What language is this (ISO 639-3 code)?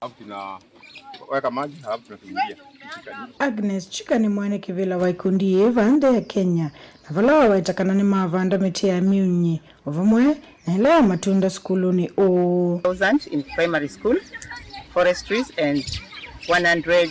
kam